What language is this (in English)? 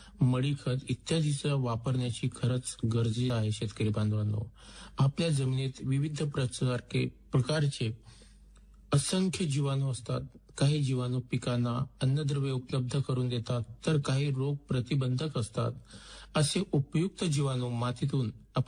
Marathi